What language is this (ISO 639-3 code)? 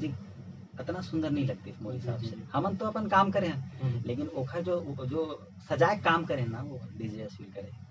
hne